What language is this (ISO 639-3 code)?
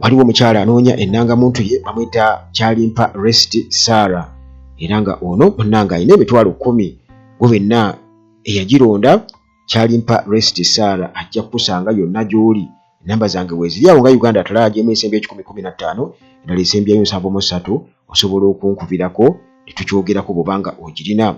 lug